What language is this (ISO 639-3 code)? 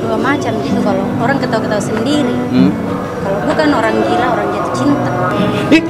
mfp